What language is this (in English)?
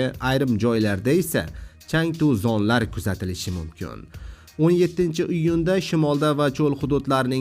Uzbek